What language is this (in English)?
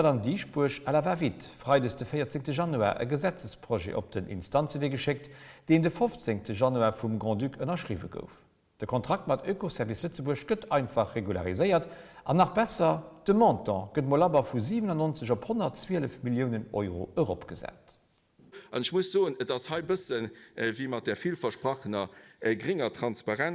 Luxembourgish